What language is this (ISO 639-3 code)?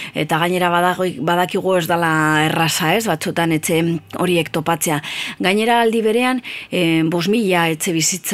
eus